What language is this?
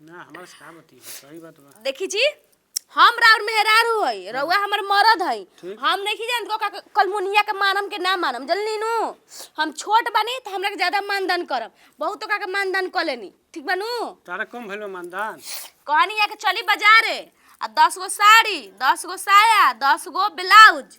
Bhojpuri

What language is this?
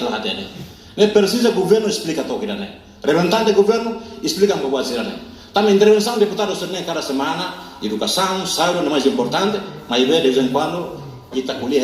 Tetum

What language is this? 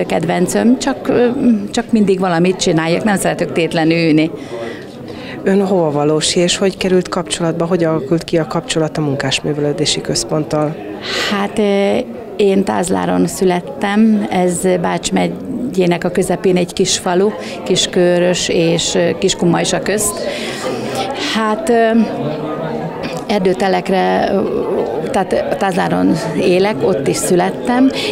Hungarian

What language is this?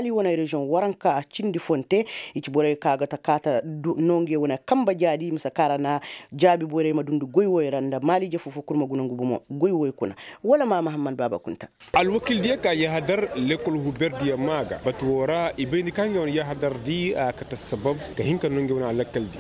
Koyraboro Senni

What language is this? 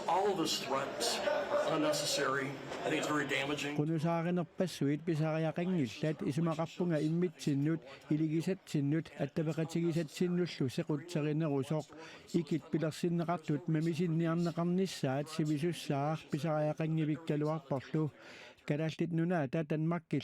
Kalaallisut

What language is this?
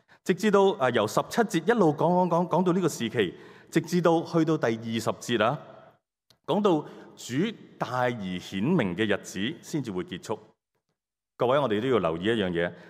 Cantonese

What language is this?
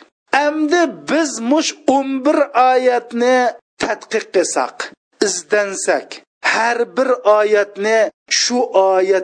Uyghur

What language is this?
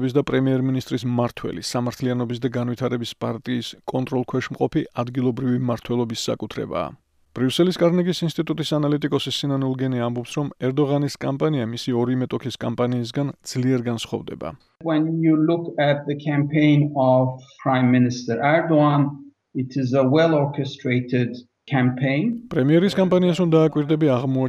Georgian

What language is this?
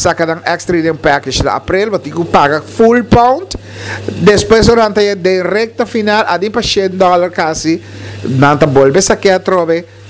Papiamento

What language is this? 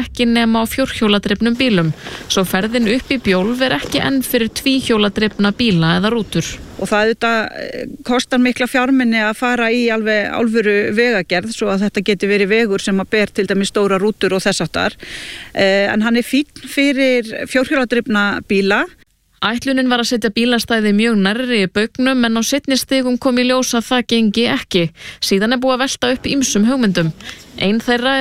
Icelandic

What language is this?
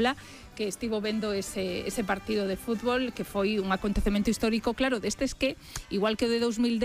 Galician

